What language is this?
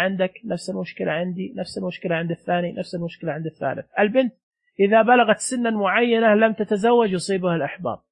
Najdi Arabic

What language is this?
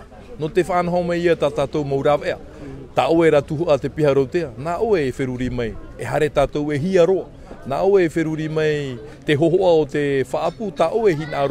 Tahitian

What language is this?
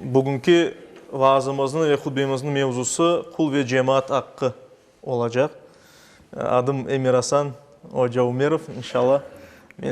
Crimean Tatar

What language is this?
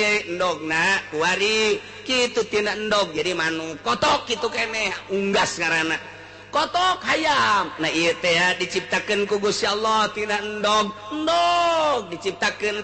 Sundanese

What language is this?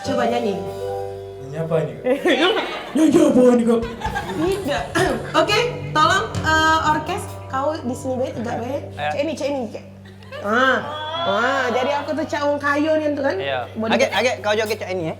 Musi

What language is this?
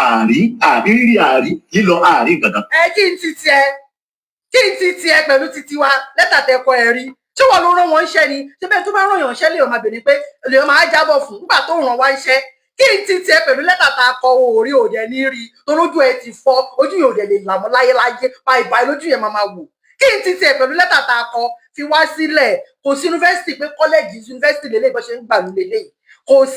Yoruba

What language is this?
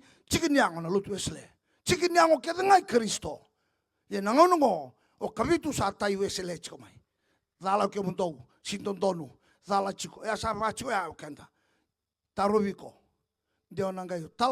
Fijian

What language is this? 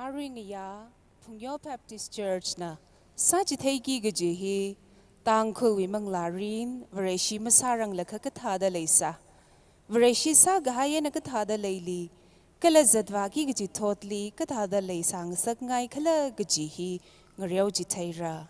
Tangkhul Naga (India)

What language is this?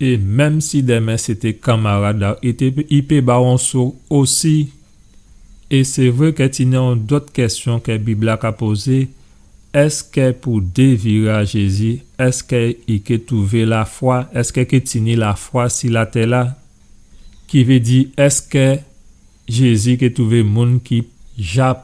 Guadeloupean Creole French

